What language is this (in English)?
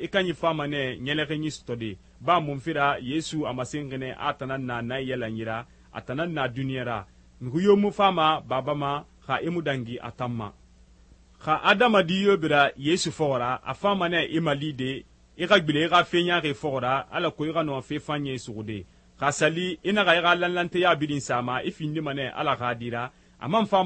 Susu